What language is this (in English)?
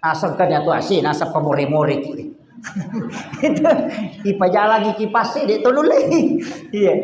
Buginese